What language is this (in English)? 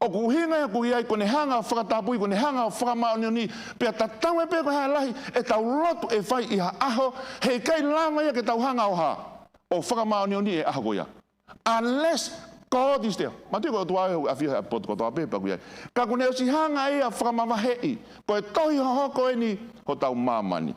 Tongan